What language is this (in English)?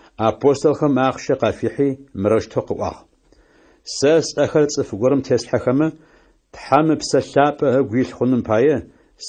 Adyghe